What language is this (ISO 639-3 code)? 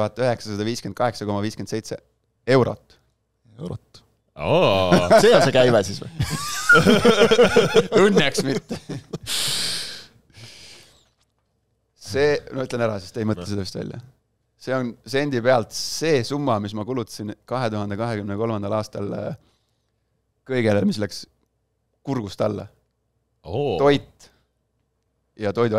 est